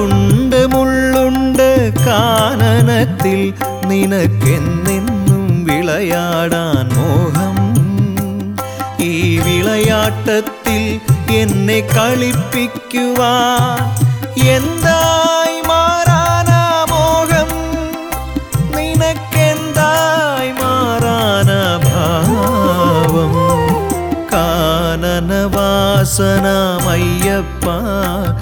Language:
Malayalam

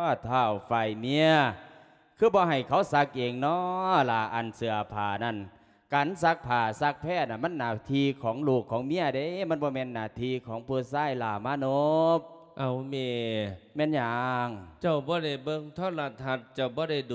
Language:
Lao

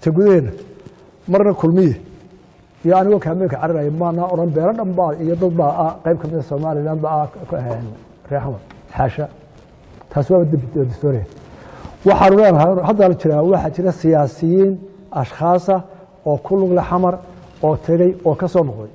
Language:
Somali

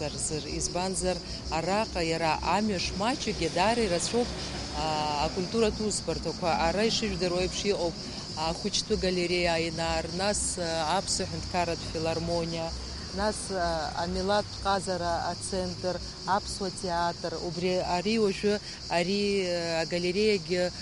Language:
Abkhazian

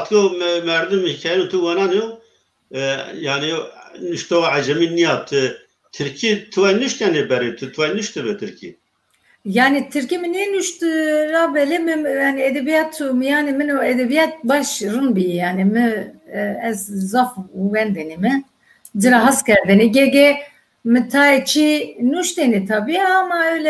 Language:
Zaza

